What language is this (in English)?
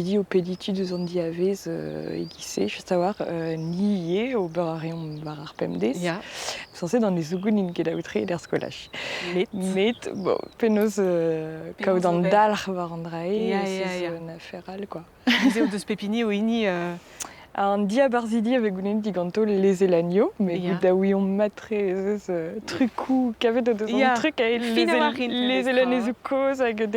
Breton